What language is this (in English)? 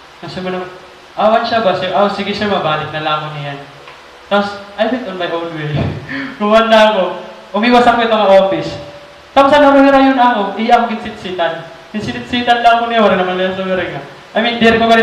Waray